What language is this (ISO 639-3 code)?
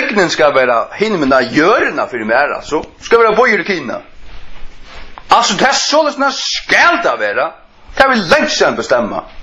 fao